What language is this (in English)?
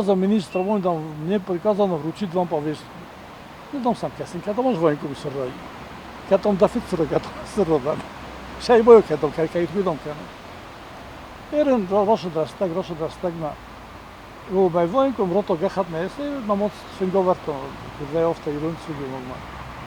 Ossetic